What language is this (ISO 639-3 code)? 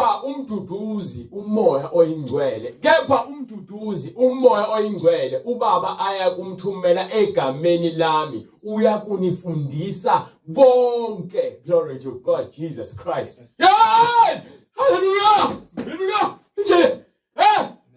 zul